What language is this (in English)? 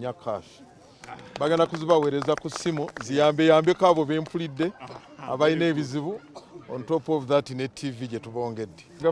Ganda